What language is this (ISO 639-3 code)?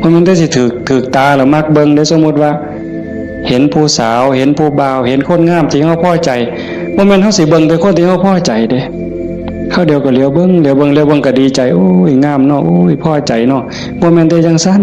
tts